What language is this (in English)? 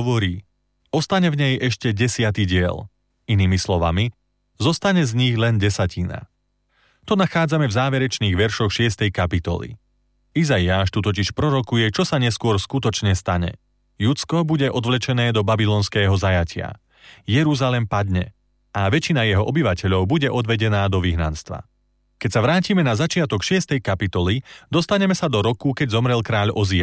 Slovak